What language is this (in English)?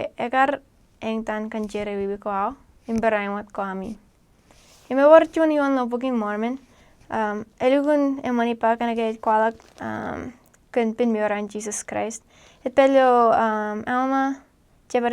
Marshallese